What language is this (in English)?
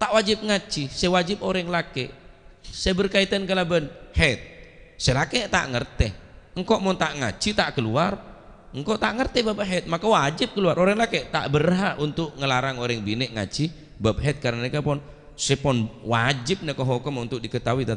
Madurese